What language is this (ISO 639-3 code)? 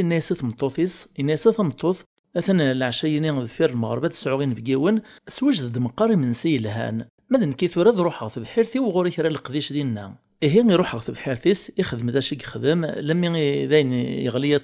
kab